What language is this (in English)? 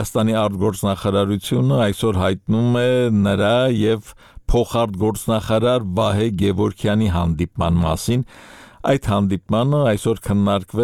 Armenian